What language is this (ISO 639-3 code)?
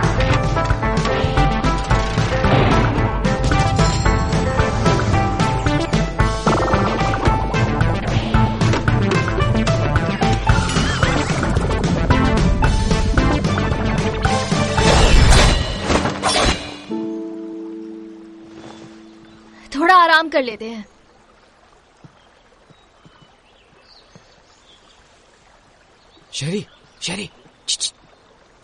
hin